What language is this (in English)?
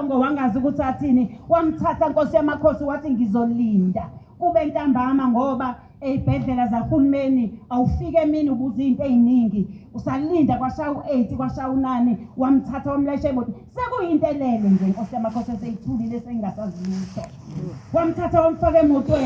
Zulu